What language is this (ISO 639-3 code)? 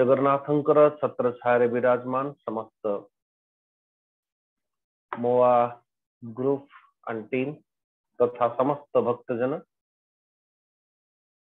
hin